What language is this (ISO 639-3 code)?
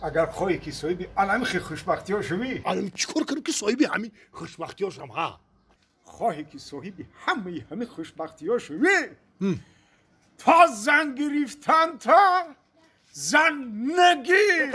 tgk